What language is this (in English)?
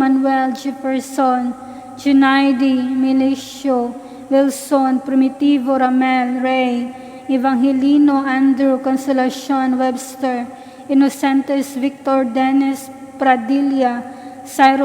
Cebuano